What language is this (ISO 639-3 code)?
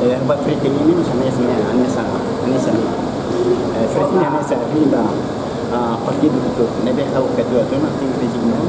tet